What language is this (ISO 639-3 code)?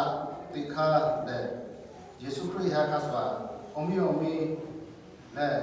lhu